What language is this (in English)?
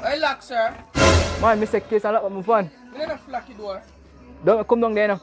Jamaican Creole English